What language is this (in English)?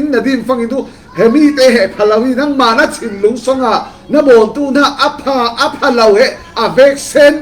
Falam Chin